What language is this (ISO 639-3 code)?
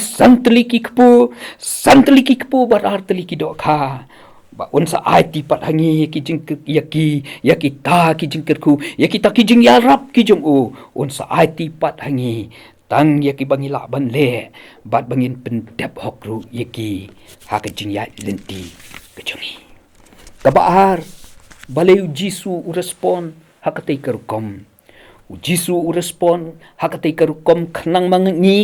kha